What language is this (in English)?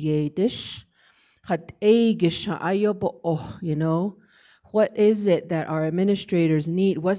Navajo